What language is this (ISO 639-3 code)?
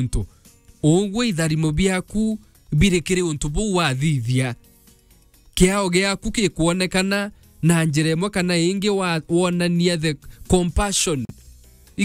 mer